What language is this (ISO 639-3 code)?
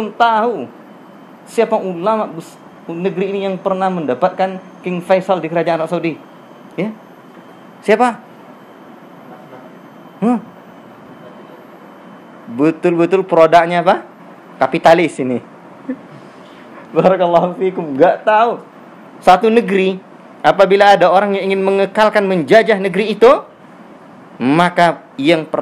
ind